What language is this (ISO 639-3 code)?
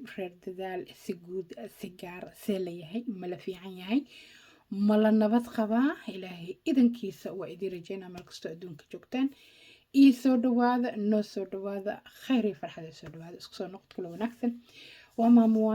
som